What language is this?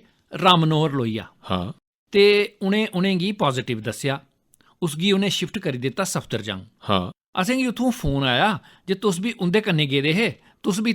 Dogri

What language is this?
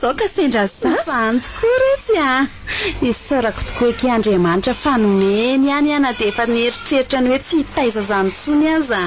Malagasy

